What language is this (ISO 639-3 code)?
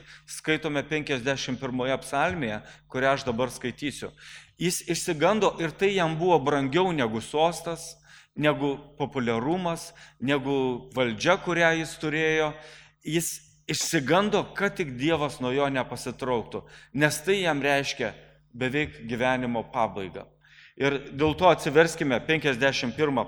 lit